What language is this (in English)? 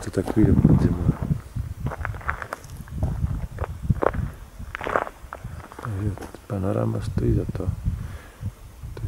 Czech